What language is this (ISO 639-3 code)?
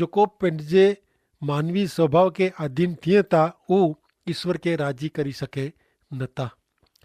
kfr